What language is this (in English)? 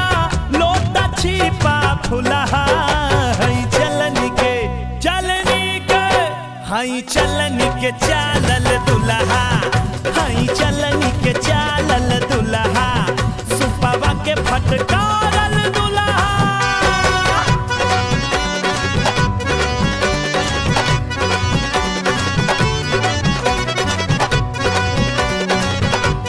Bhojpuri